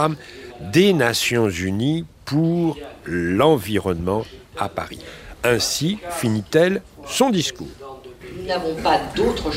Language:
French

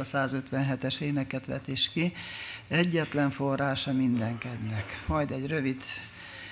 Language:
Hungarian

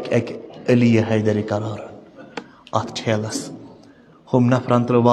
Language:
Kashmiri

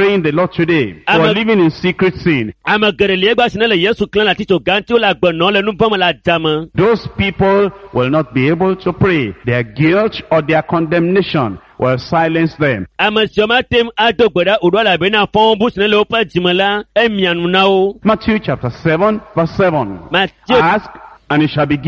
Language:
Ewe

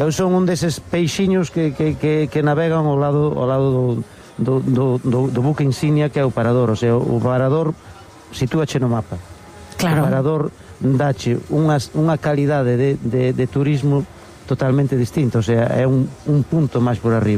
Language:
Galician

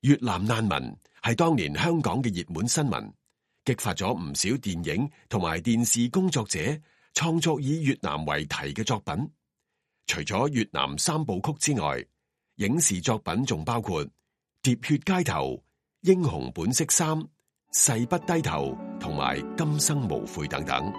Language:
Cantonese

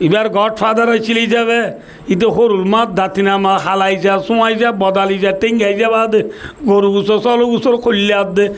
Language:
Rohingya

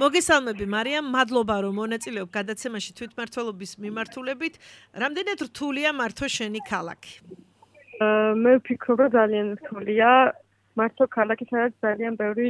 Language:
Georgian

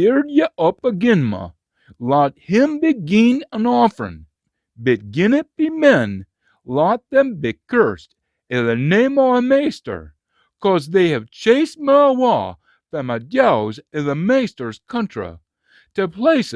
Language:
Scots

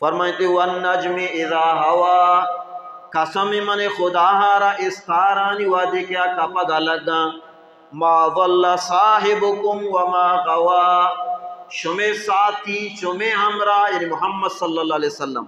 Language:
Baluchi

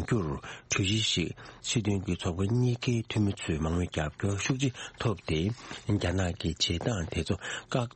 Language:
Tibetan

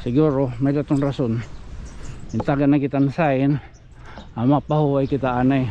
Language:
Waray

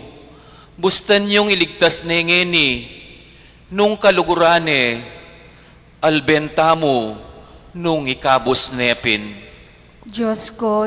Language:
Pampanga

